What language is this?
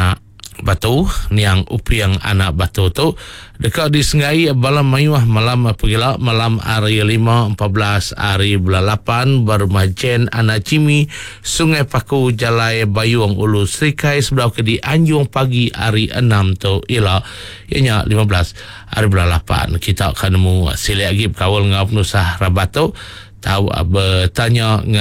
Iban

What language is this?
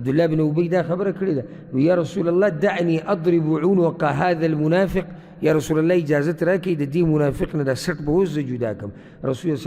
Pashto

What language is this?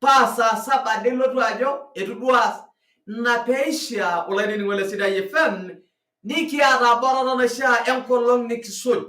Masai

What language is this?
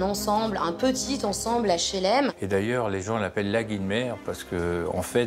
French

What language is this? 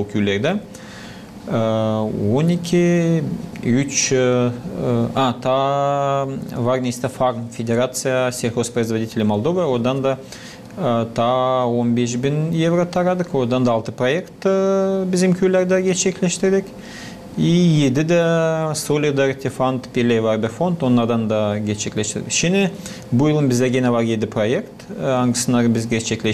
Gagauz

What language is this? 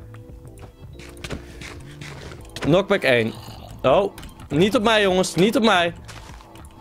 Dutch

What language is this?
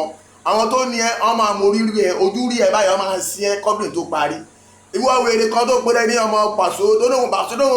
Yoruba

